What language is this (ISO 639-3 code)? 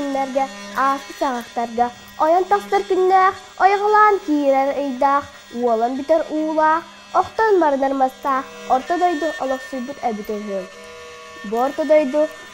sah